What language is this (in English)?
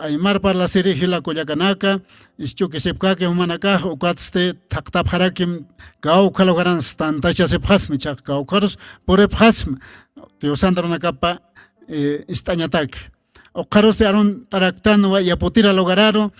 Aymara